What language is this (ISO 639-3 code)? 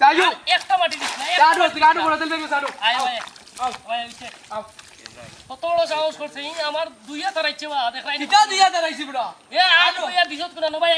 syl